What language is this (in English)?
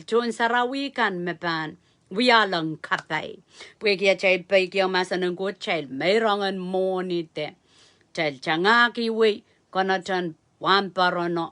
Pohnpeian